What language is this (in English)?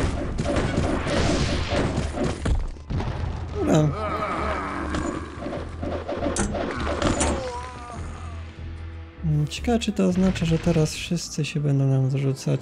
Polish